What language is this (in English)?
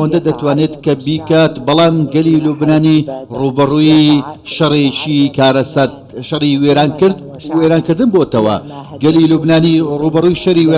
Central Kurdish